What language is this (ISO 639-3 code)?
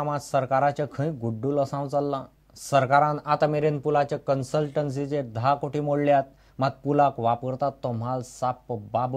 kok